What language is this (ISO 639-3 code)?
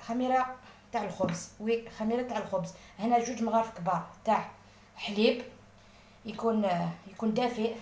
arq